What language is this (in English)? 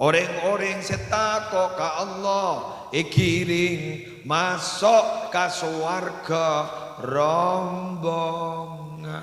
Madurese